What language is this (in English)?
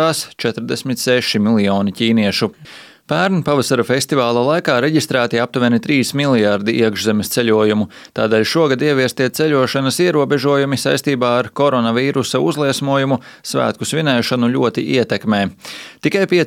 Latvian